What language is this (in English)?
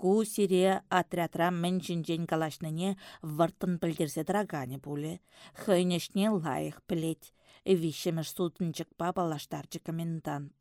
Chuvash